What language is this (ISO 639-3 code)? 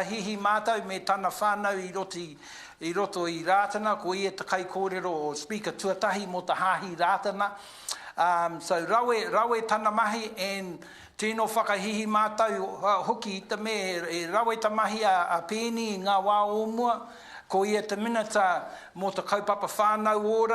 mri